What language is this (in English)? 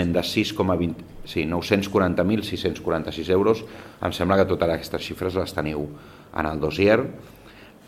Catalan